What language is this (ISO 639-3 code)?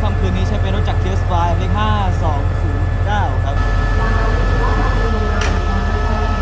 tha